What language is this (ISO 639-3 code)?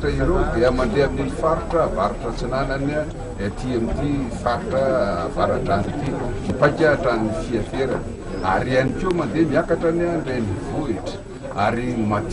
mlg